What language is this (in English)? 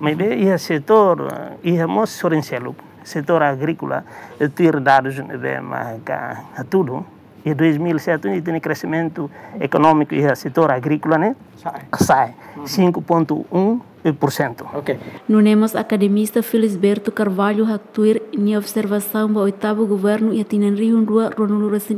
Tetum